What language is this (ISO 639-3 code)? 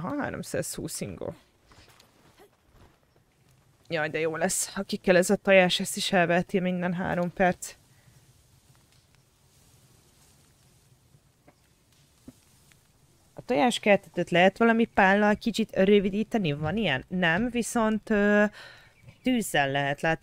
hun